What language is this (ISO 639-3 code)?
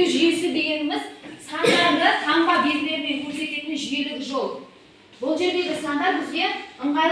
kaz